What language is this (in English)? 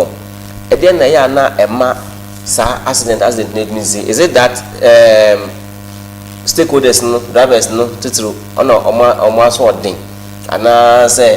Akan